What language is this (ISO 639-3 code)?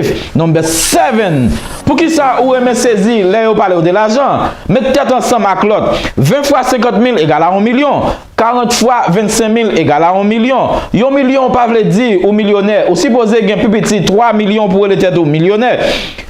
hat